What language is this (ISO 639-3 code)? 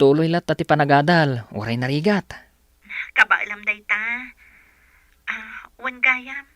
ilo